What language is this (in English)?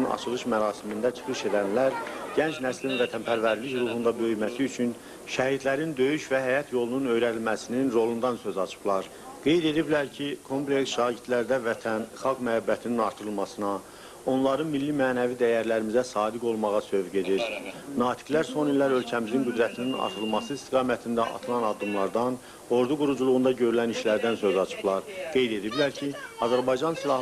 Azerbaijani